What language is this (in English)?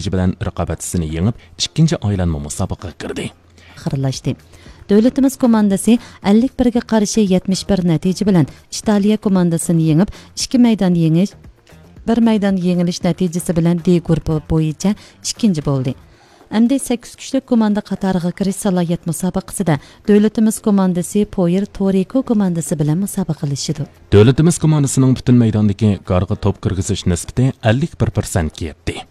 Uyghur